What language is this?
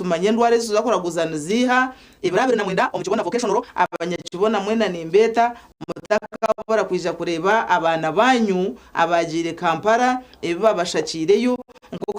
Nyankole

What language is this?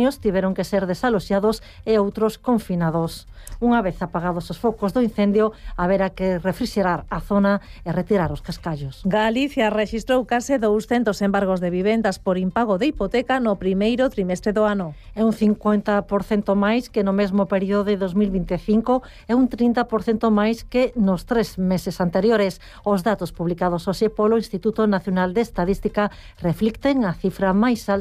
Galician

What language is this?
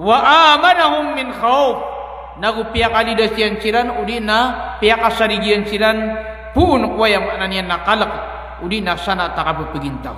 Maranao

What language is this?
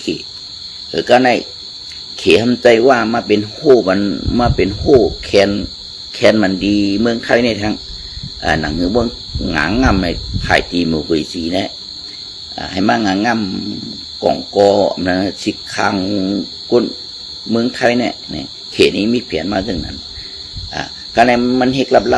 Shan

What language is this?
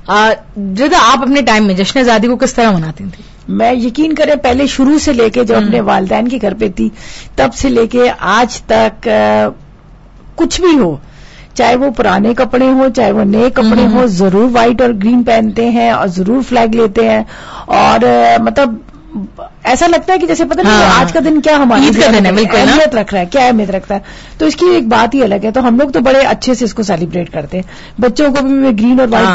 Urdu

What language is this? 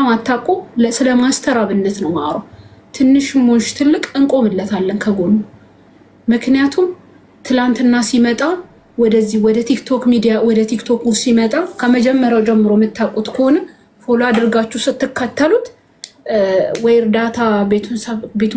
Amharic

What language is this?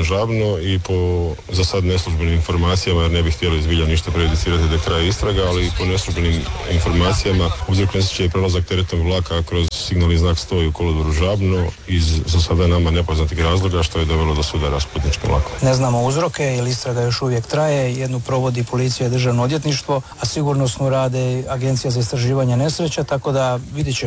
Croatian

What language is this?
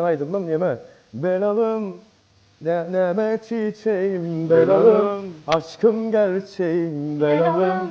Turkmen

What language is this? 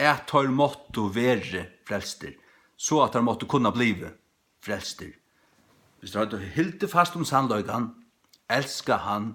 Faroese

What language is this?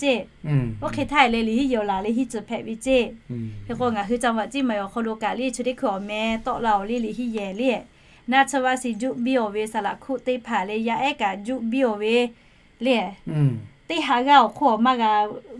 Lahu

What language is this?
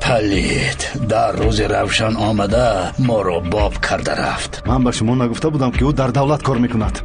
Tajik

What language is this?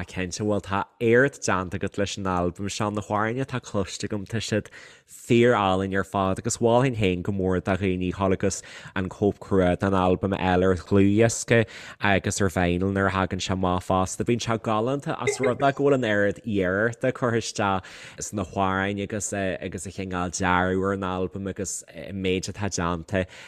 Irish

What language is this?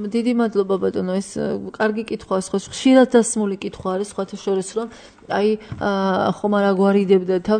Georgian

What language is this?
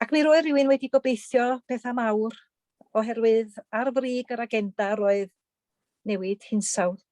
Welsh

